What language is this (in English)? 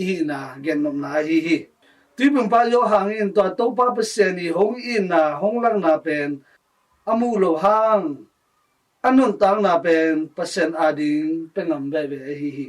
Tedim Chin